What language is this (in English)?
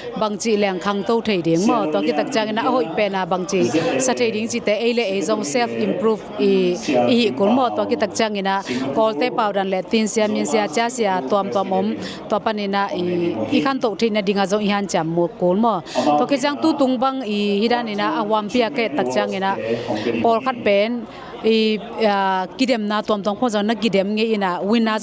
Tedim Chin